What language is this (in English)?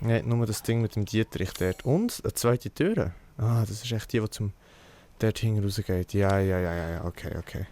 Swiss German